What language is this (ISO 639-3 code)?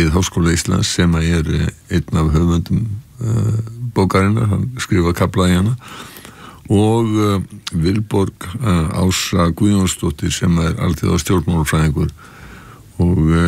isl